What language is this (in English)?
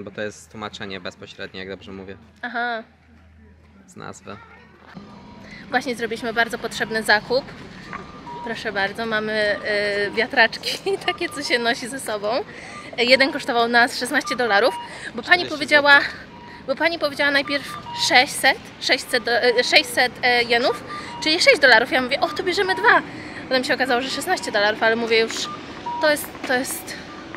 Polish